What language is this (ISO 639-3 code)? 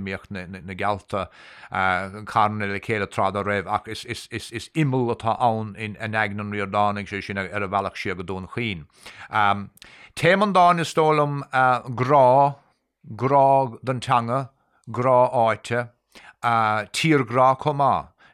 gle